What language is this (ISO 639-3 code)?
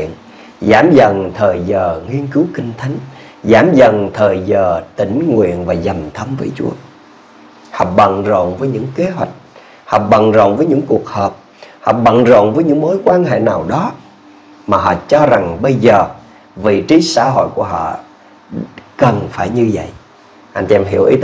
vie